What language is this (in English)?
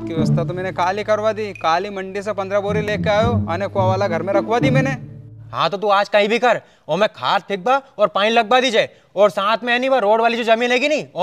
Rajasthani